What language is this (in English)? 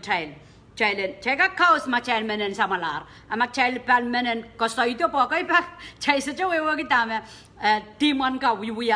Pohnpeian